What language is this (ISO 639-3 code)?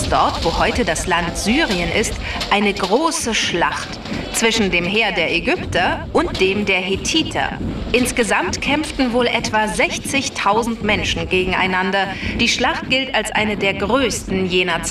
deu